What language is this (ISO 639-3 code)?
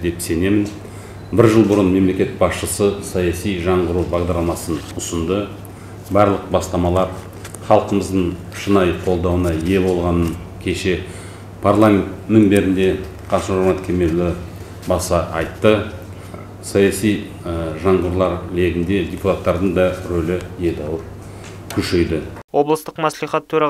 kaz